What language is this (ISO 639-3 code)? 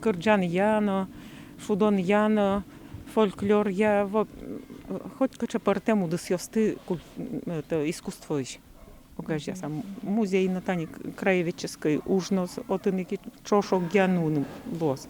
udm